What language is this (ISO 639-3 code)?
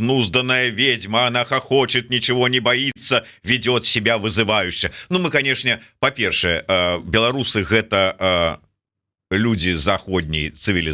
bel